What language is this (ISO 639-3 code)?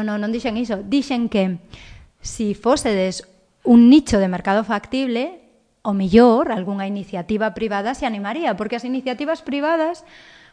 glg